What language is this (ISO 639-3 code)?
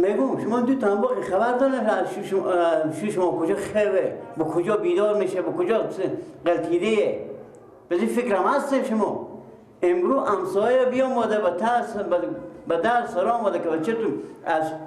fas